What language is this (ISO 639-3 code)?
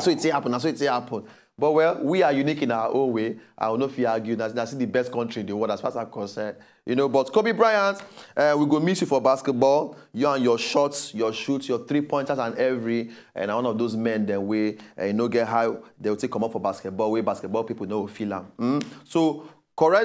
pcm